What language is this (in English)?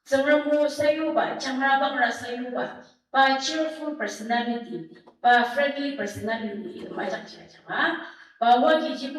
Ao Naga